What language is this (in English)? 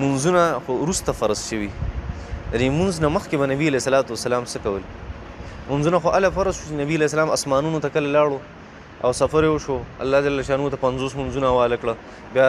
Pashto